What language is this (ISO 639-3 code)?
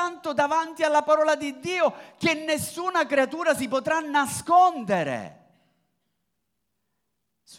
ita